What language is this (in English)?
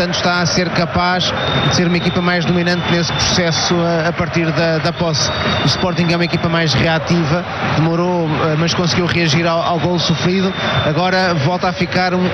Portuguese